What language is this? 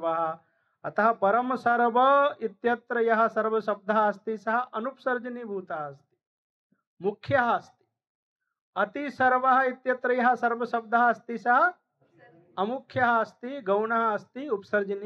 Sanskrit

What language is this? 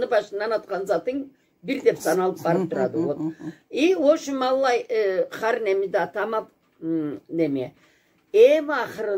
Karachay-Balkar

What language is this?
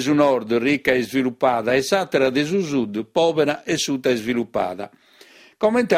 Sardinian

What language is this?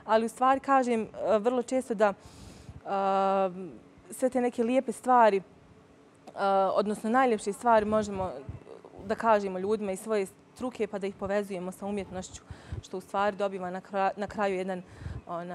Bosnian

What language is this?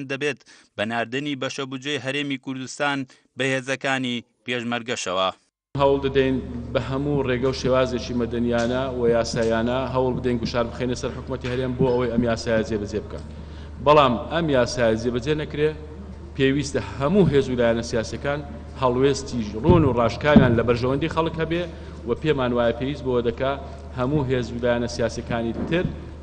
Central Kurdish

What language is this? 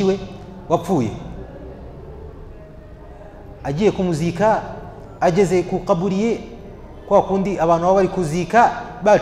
Kinyarwanda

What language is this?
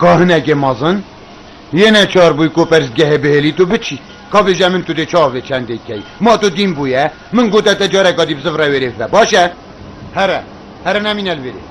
Kurdish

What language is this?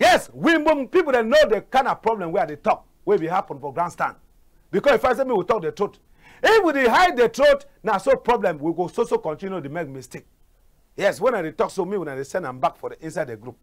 Cameroon Pidgin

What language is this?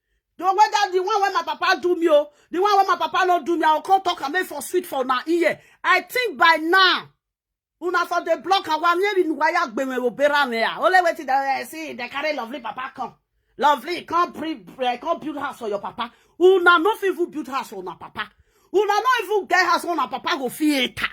Nigerian Pidgin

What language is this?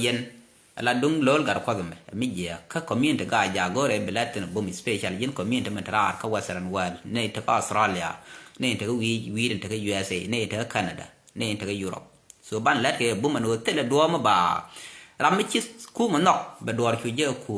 Nuer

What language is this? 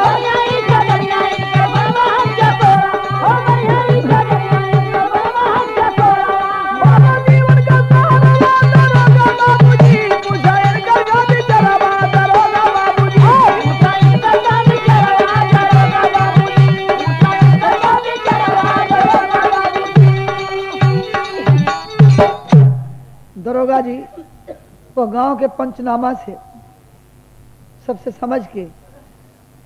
Bhojpuri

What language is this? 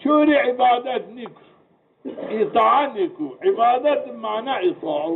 Zaza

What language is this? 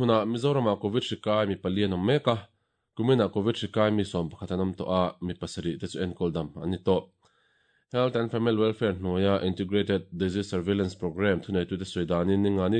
Mizo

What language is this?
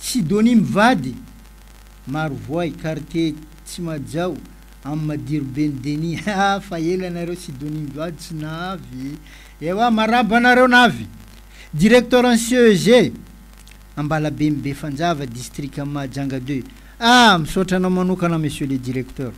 Malagasy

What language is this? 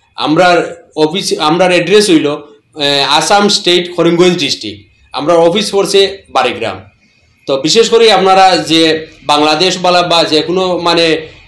Sylheti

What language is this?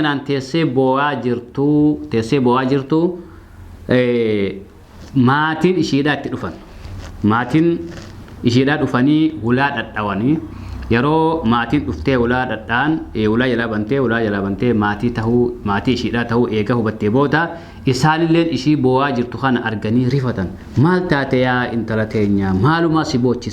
Oromo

